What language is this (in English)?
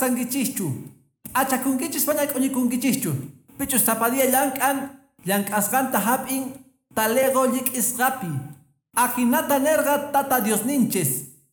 Quechua